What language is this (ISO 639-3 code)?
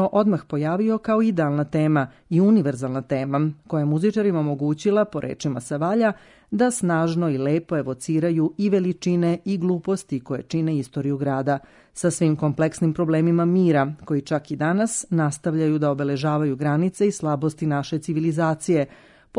srp